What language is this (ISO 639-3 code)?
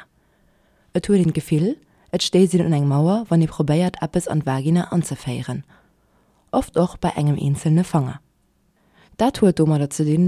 ltz